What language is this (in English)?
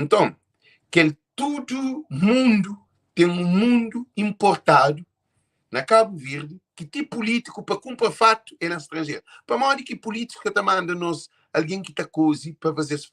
Kabuverdianu